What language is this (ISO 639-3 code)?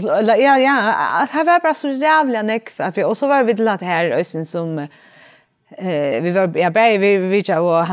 fao